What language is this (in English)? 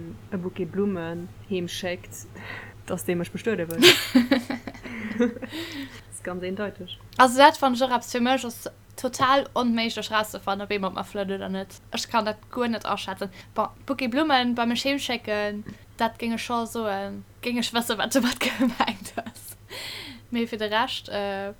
Luxembourgish